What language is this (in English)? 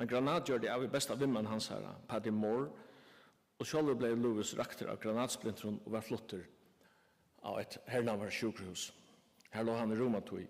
Faroese